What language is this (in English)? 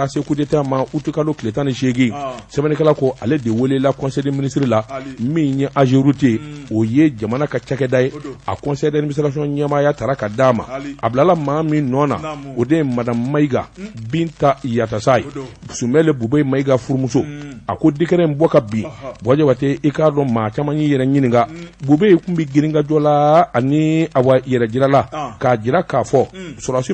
Bambara